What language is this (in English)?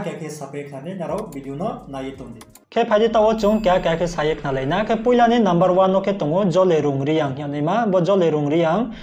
Riang (India)